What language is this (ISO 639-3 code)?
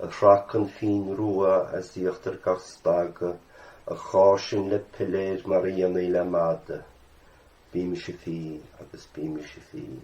gle